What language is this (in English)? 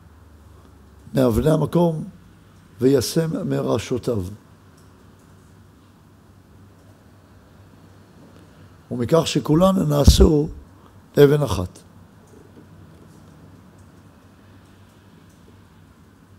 Hebrew